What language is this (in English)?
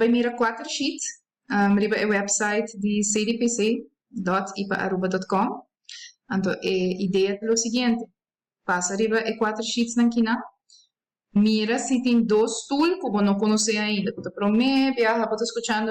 Papiamento